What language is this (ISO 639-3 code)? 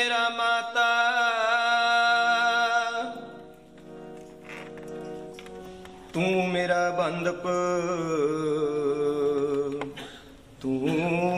pan